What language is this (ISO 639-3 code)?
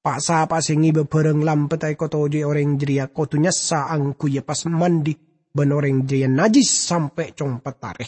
mad